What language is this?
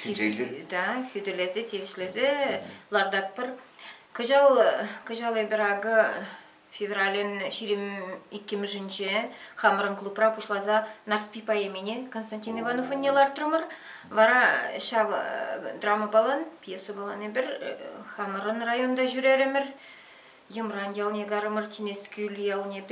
Chuvash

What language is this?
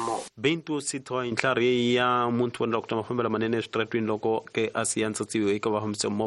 Tsonga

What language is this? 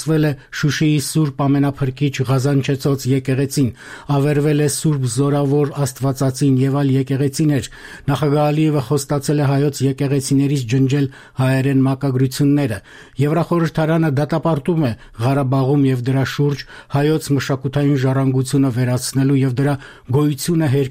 Armenian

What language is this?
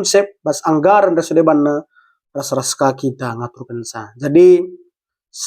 Batak Karo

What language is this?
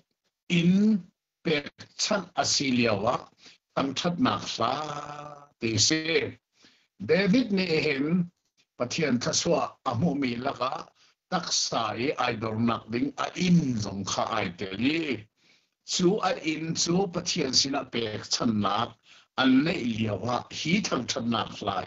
Hakha Chin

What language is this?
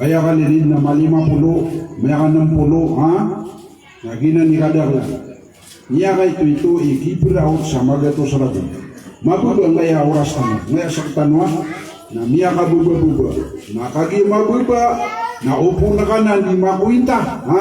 Maranao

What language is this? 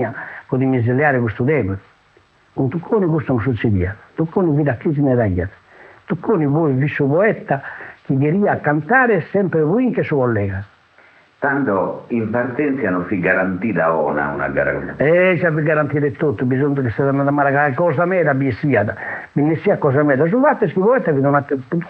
Sardinian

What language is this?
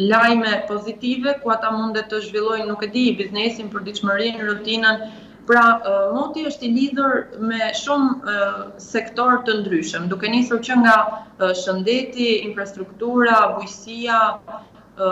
Albanian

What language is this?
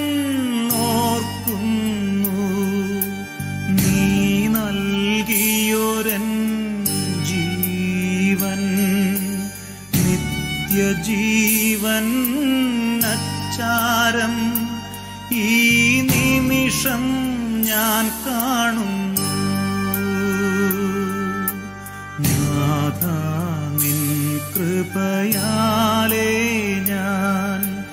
Malayalam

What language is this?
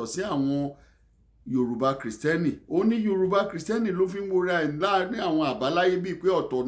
Yoruba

